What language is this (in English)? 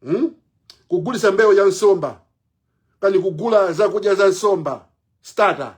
Nyanja